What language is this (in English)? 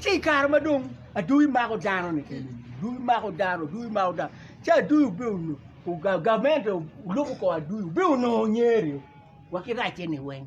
Acoli